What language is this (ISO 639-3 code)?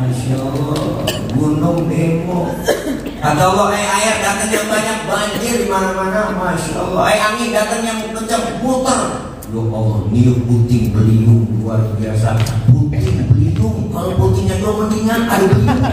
bew